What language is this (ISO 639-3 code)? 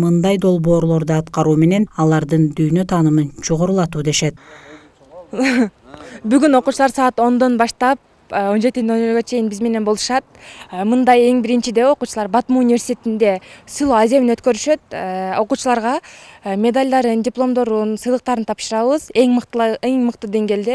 kir